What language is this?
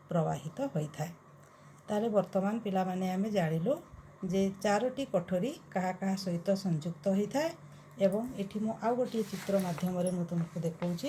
Odia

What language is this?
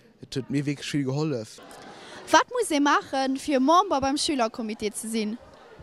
Luxembourgish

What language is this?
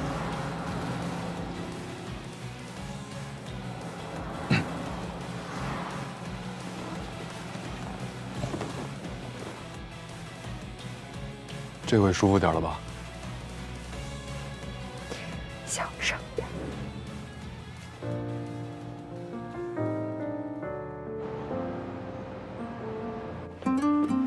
Chinese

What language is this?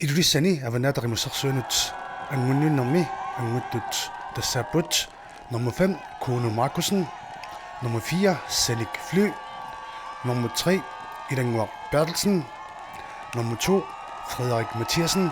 Kalaallisut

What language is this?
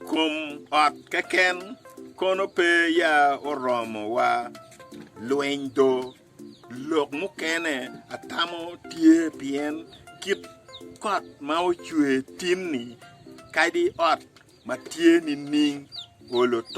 Acoli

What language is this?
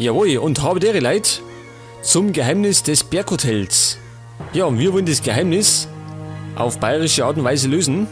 Bavarian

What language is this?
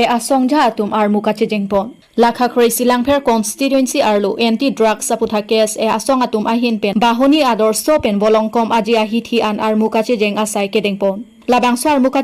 Karbi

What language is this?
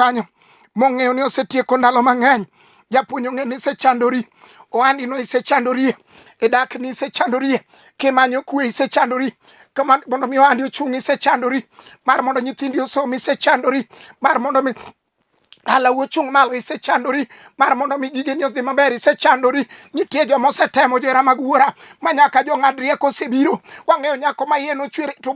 Luo (Kenya and Tanzania)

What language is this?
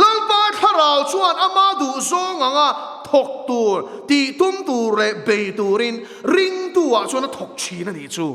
Mizo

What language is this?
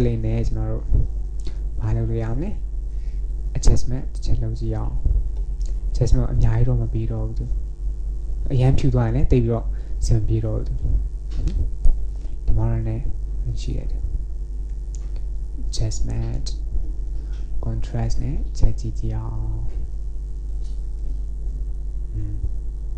Burmese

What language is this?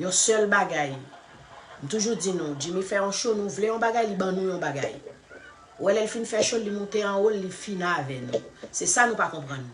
Haitian Creole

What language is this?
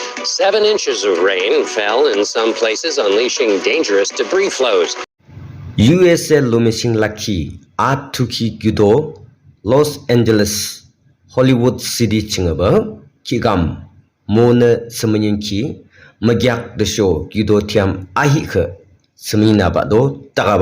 Yimchungru Naga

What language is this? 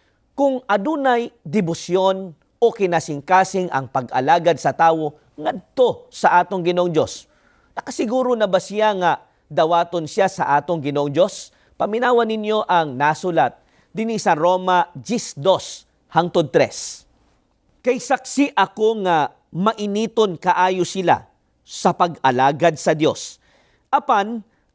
Cebuano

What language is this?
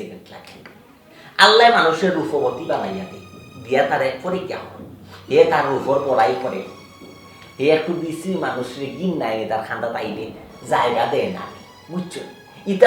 Sylheti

